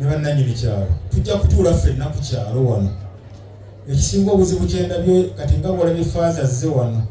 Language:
Ganda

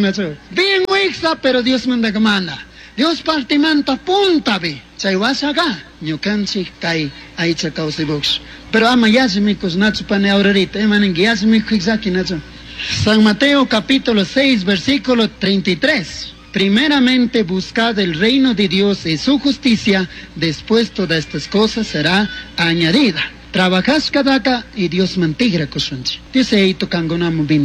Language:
Chimborazo Highland Quichua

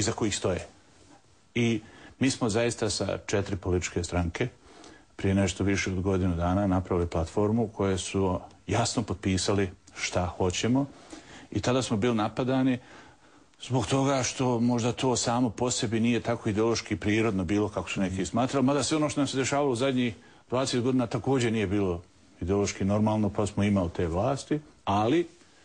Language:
Bosnian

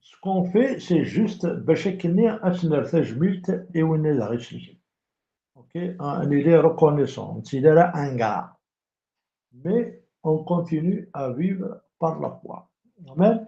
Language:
Kabyle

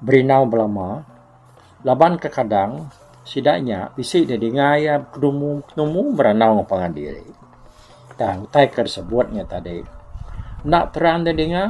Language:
Iban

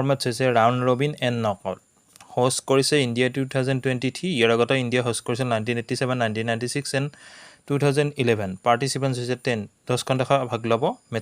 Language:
Assamese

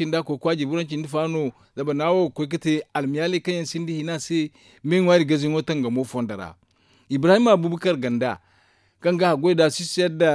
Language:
Zarma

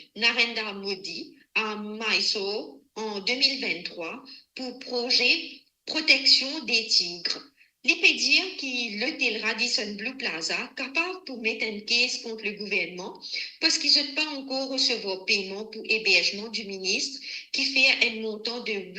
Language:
Morisyen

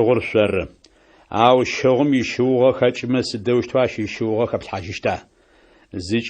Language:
Adyghe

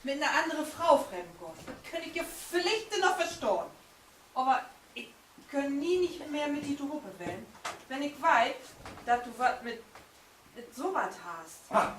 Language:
Low German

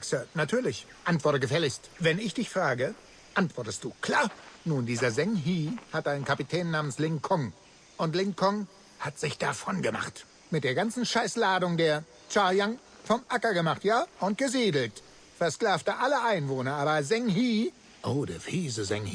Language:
Bavarian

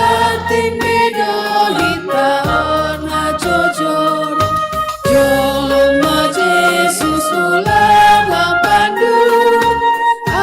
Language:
Batak Simalungun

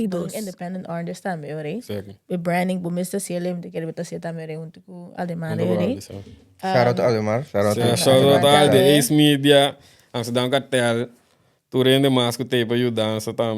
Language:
Papiamento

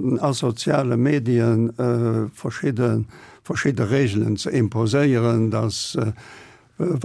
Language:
Luxembourgish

